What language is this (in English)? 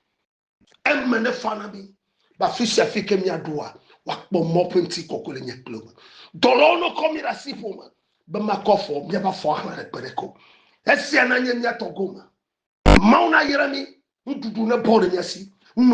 Ewe